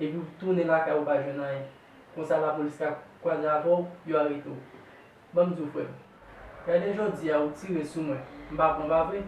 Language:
Haitian Creole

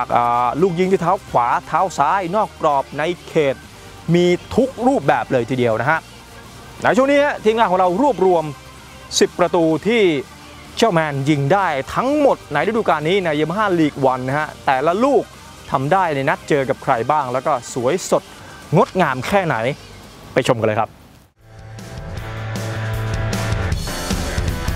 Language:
Thai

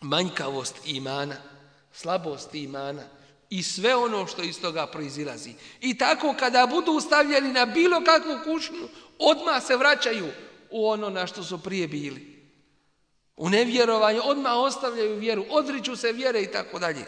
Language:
Bosnian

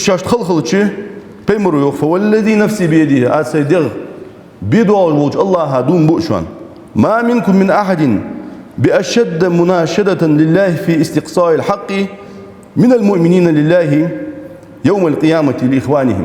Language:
Ingush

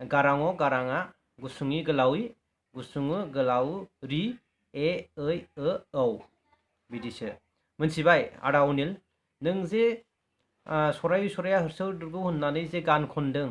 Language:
Bodo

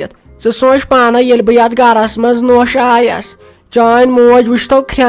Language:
Kashmiri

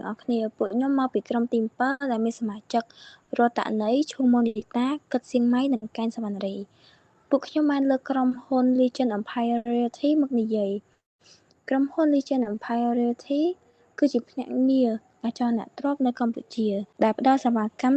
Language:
Khmer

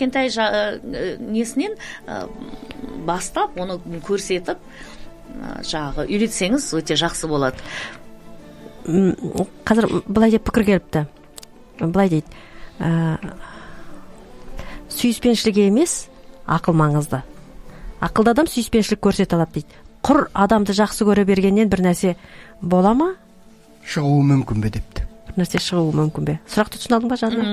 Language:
Kazakh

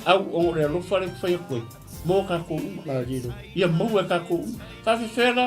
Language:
Samoan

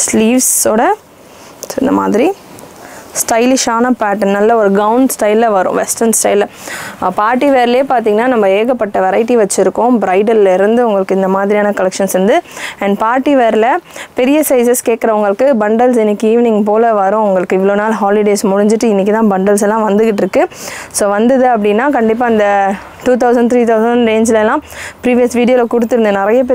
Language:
Tamil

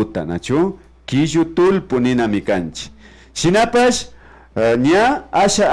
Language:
Imbabura Highland Quichua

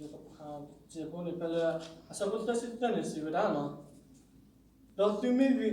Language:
S'gaw Karen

